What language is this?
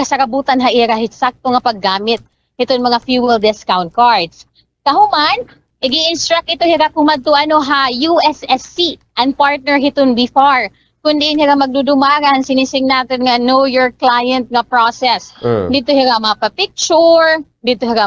Waray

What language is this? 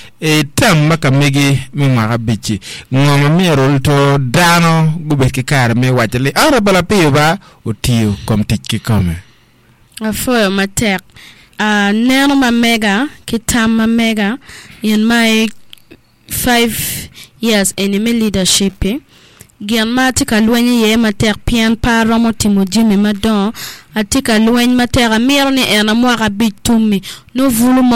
Acoli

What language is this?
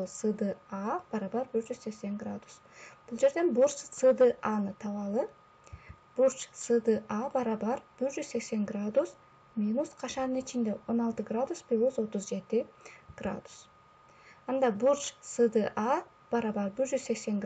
Kyrgyz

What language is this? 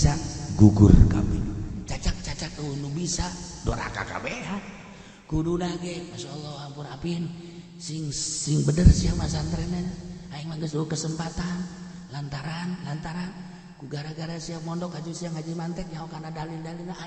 Sundanese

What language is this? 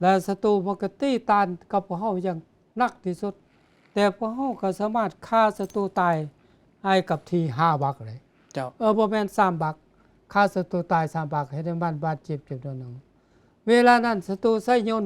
Lao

